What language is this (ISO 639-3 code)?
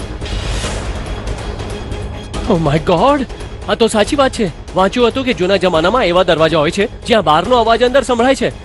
guj